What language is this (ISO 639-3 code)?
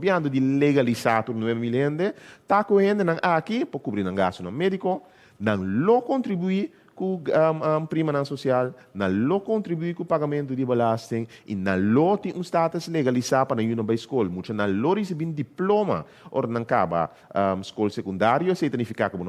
pap